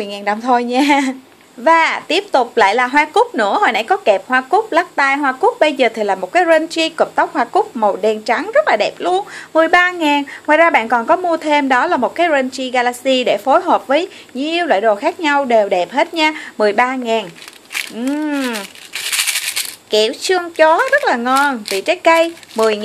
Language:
Vietnamese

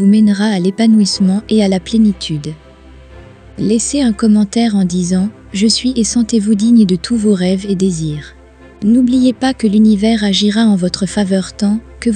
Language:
French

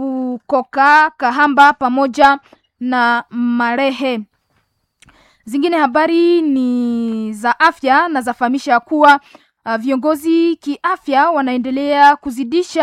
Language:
Swahili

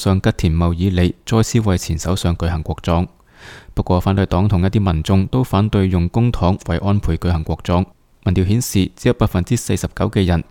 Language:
Cantonese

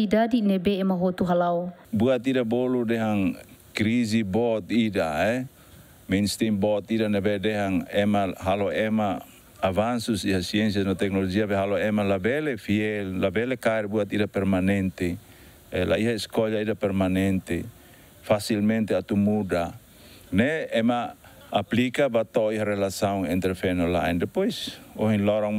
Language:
Tetum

